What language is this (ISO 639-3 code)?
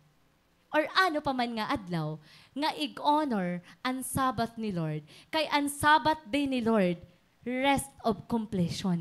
war